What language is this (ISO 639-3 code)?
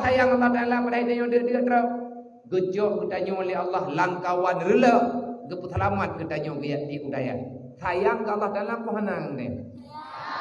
ace